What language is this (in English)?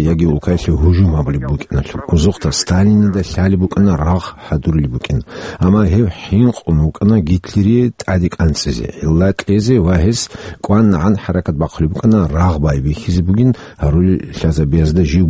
Avaric